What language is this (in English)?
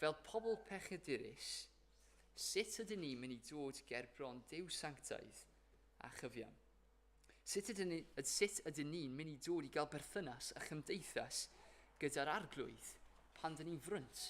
Welsh